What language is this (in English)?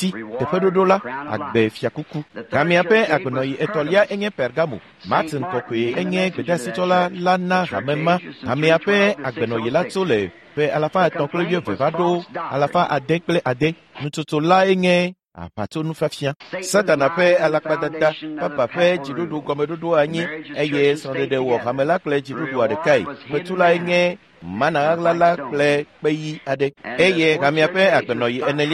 Ewe